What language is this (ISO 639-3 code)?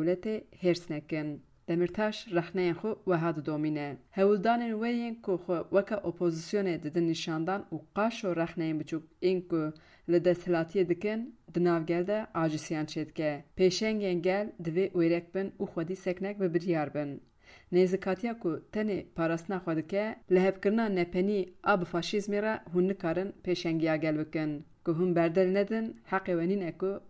kur